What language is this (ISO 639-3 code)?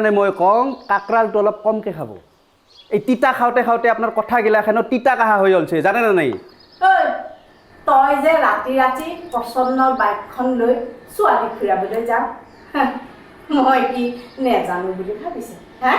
asm